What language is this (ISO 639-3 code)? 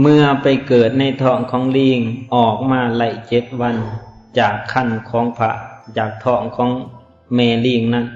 lao